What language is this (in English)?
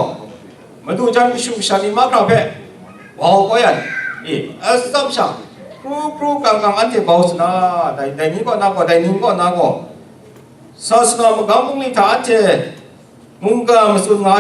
Kachin